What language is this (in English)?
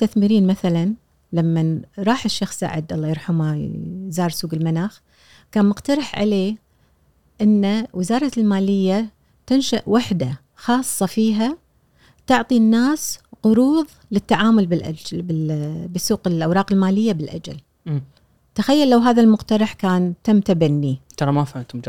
Gulf Arabic